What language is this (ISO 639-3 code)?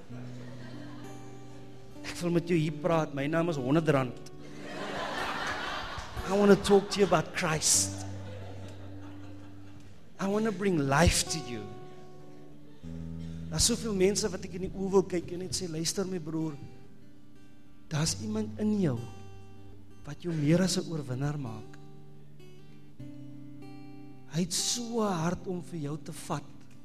afr